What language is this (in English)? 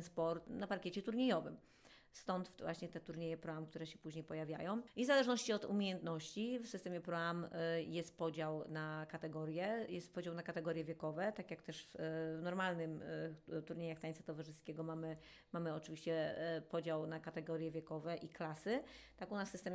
Polish